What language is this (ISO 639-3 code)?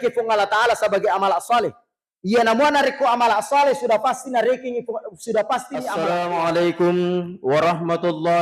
bug